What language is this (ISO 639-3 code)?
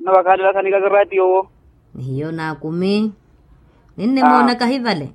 vmw